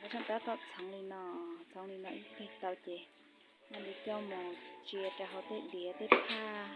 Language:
Hmong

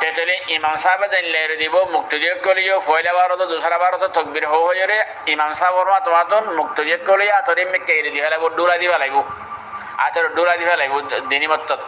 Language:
Rohingya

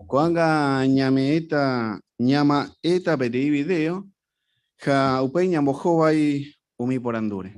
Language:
Guarani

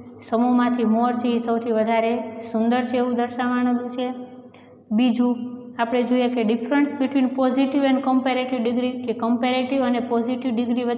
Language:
Gujarati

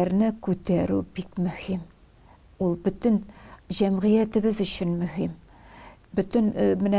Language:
Tatar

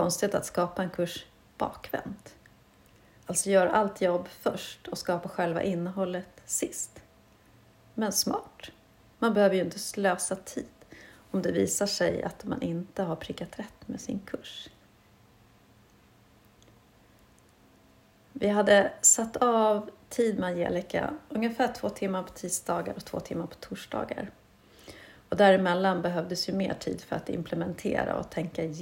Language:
Swedish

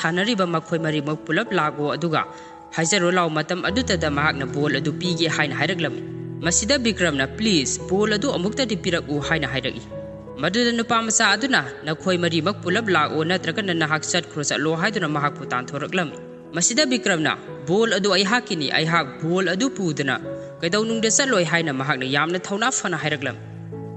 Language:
Manipuri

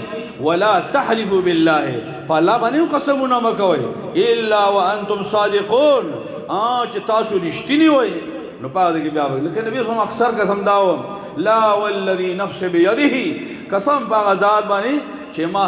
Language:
Pashto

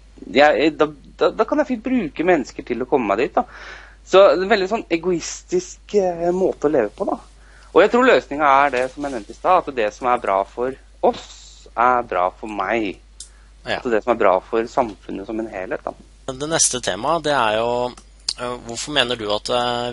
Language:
Norwegian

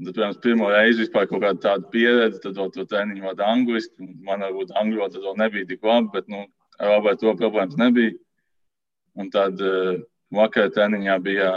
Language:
Latvian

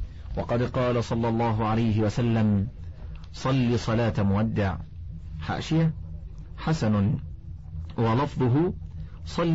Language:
Arabic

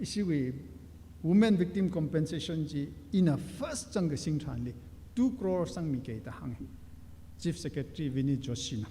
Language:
Tangkhul Naga (India)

